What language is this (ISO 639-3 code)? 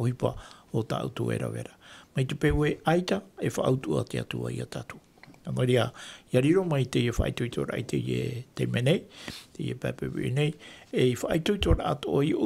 tah